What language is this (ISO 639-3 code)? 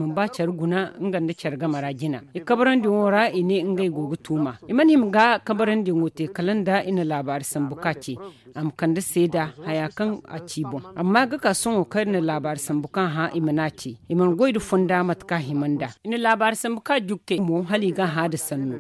dje